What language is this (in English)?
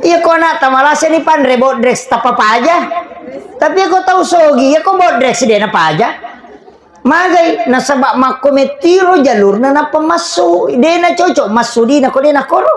Buginese